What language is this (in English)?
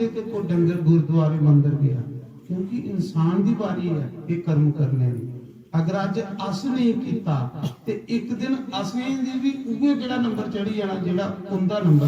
Dogri